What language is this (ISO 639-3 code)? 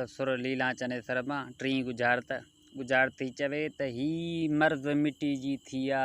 snd